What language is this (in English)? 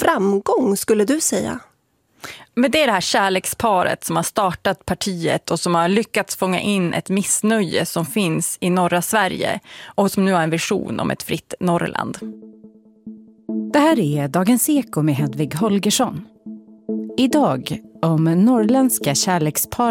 Swedish